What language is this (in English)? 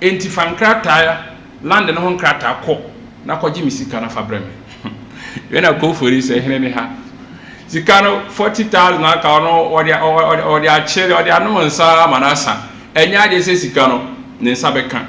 Akan